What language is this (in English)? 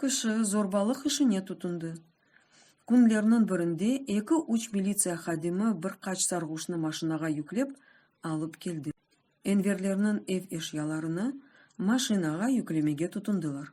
Crimean Tatar